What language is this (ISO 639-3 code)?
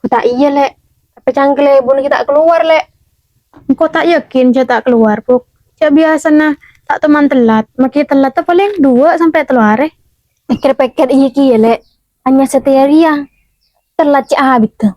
mad